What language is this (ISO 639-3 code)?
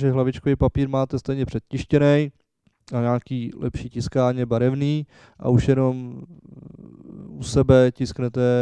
ces